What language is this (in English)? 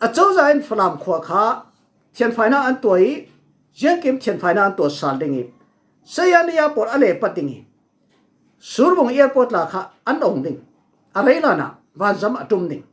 Falam Chin